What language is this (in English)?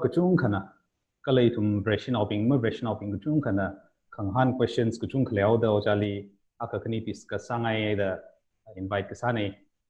Tangkhul Naga (India)